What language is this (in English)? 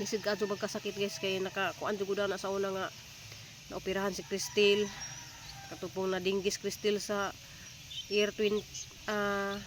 Cebuano